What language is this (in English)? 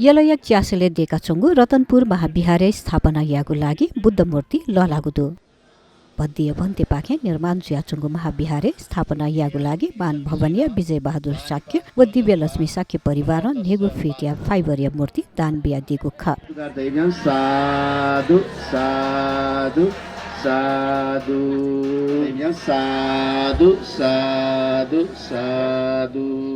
Newari